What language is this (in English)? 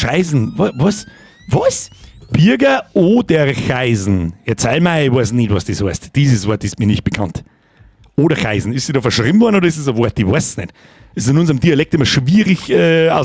Bavarian